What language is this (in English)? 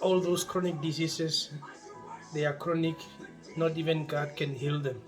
Herero